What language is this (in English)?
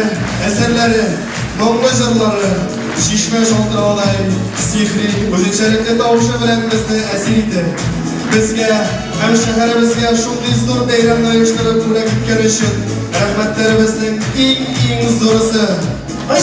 Tatar